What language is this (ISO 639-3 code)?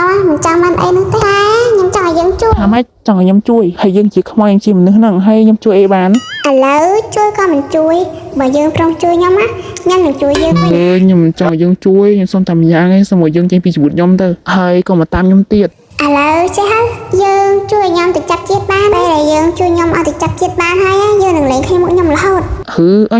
khm